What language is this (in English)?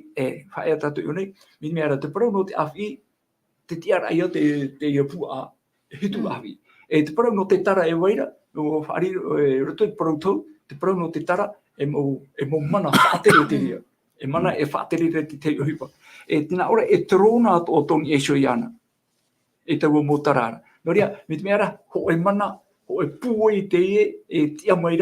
Tahitian